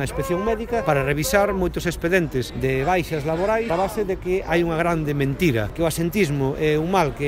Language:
Galician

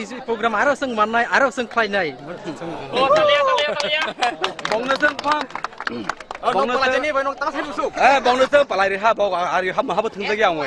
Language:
Kok Borok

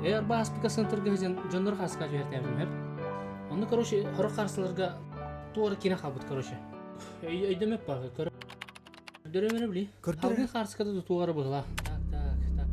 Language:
Yakut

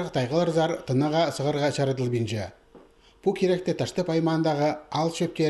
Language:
Khakas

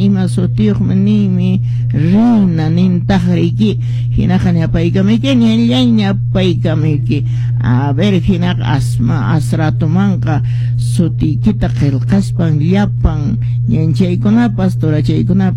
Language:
Quechua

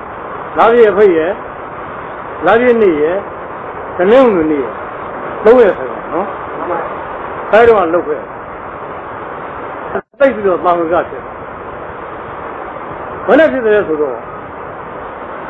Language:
Burmese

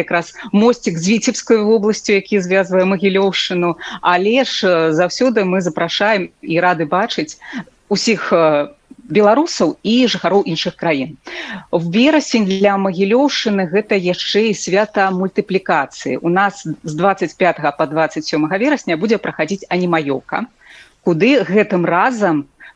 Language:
Belarusian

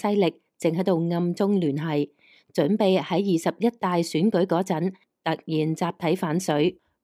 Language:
Cantonese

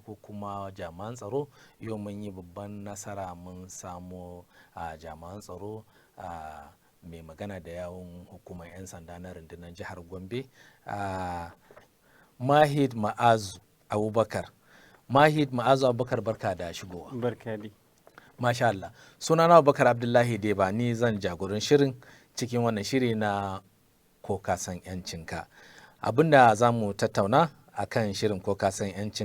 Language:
Hausa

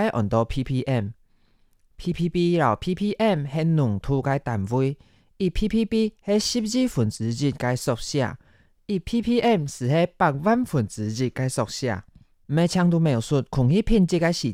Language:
Hakka Chinese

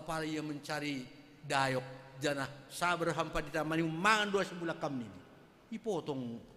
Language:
Batak Simalungun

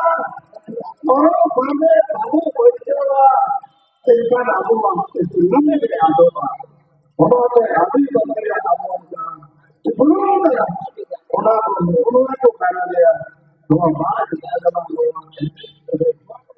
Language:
Santali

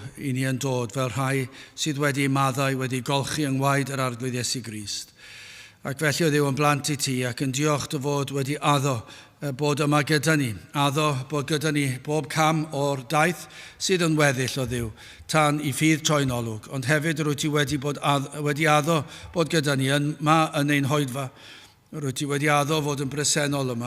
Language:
Welsh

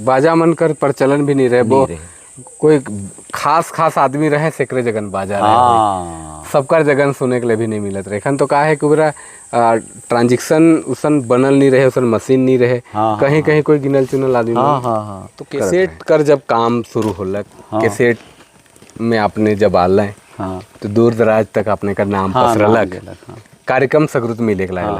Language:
Sadri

